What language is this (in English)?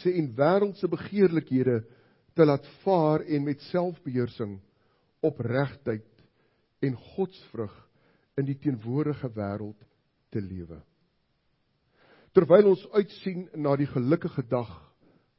Afrikaans